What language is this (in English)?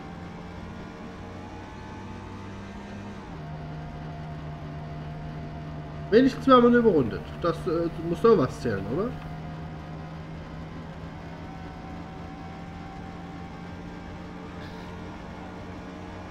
German